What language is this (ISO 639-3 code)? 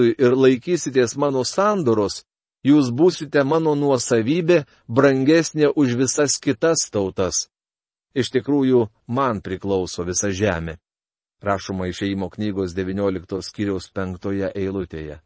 lit